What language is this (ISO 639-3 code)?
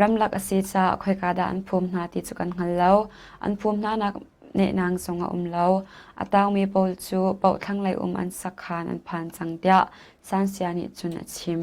cnh